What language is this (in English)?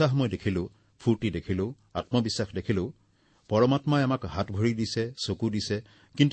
Assamese